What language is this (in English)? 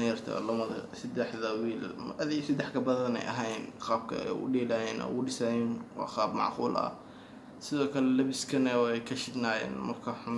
Somali